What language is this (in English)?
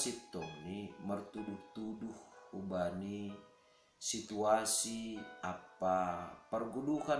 Batak Simalungun